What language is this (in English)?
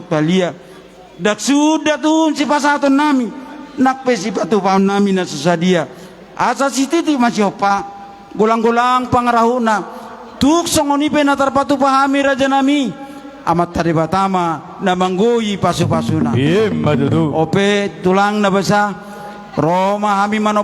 Batak Toba